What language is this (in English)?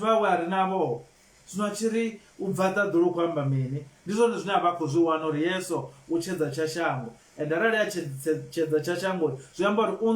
Venda